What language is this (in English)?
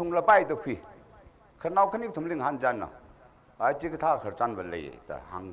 Tangkhul Naga (India)